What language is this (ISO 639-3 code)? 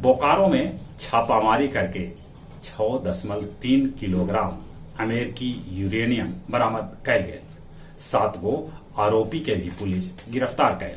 mag